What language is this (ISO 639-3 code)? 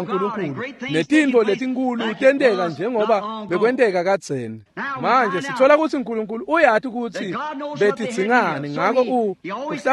ssw